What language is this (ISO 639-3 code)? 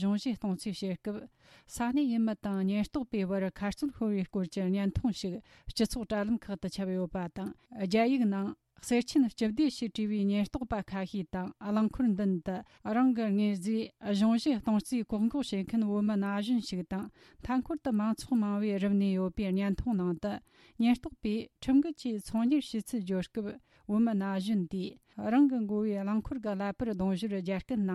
bod